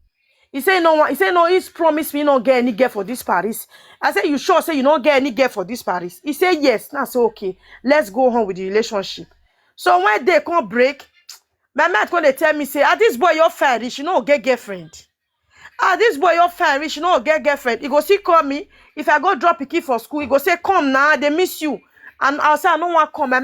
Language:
Nigerian Pidgin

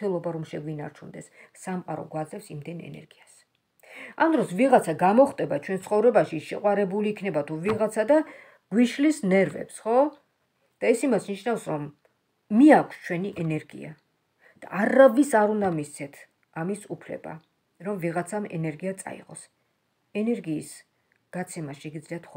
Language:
Georgian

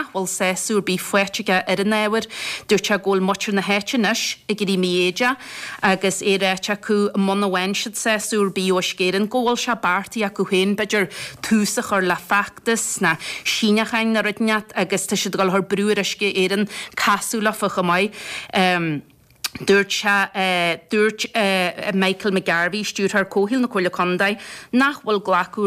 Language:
Irish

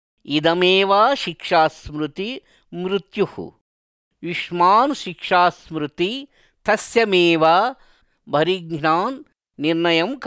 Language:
Sanskrit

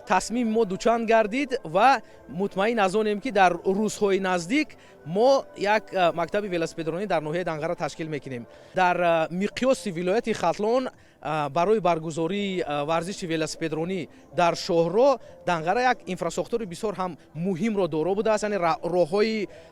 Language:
Tajik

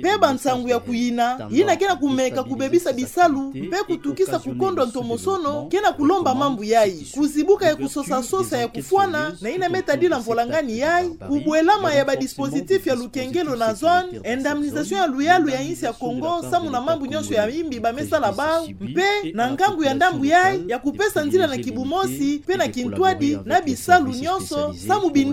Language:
Kituba (Democratic Republic of Congo)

